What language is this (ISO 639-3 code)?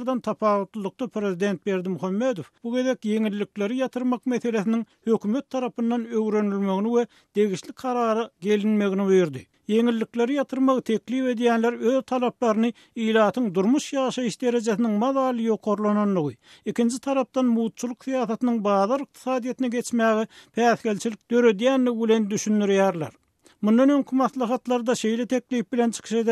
tuk